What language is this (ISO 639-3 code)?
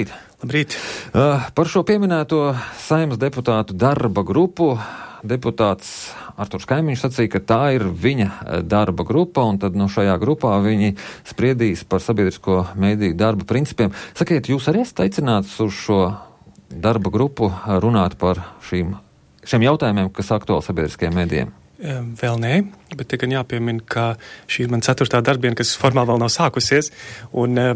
lav